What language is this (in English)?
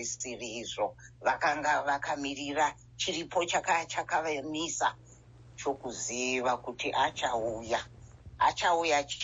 Shona